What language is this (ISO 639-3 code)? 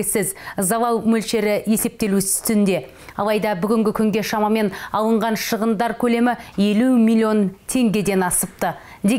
kaz